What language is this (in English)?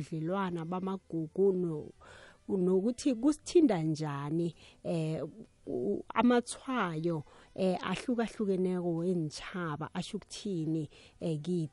South Ndebele